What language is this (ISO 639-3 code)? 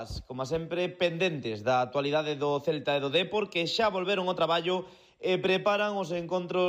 glg